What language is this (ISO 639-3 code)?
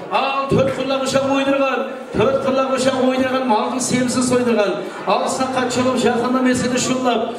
kaa